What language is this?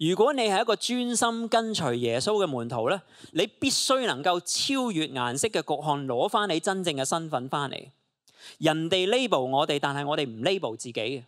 Cantonese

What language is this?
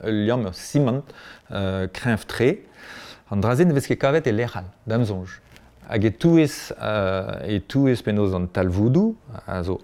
Breton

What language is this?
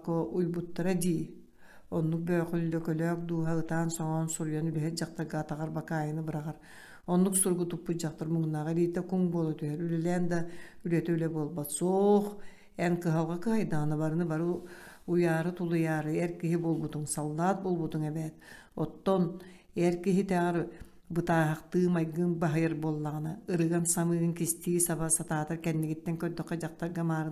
Yakut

